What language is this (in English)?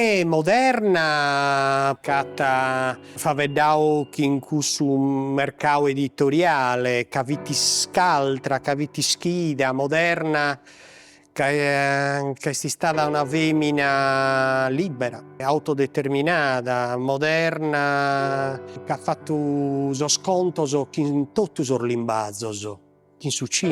Sardinian